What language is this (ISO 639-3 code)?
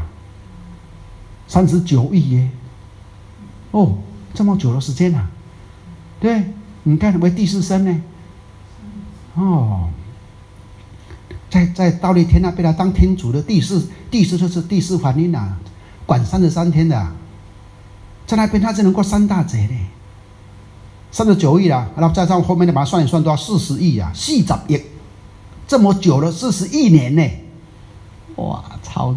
zho